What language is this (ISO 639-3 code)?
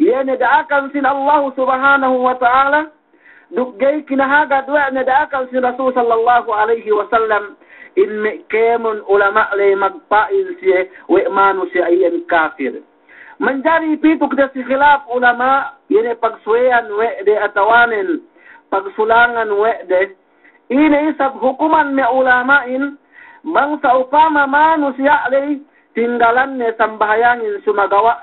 yka